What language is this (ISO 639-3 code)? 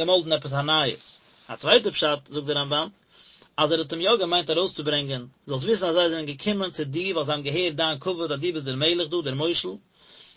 yid